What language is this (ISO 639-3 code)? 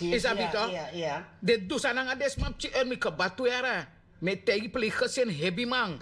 srn